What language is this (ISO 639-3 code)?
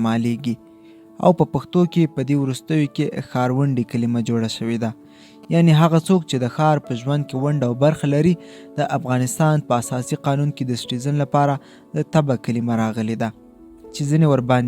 pus